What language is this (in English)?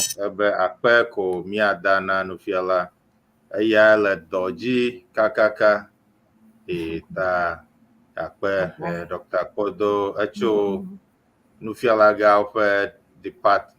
Ewe